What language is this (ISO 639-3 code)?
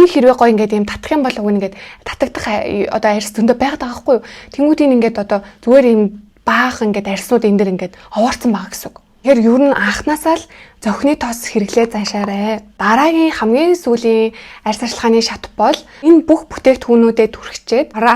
mon